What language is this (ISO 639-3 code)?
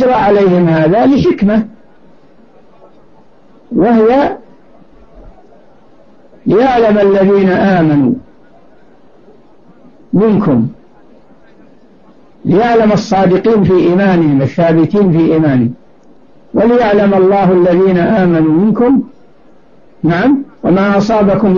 ara